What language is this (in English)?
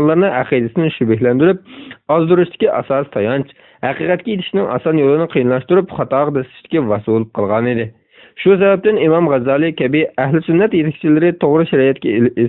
Uyghur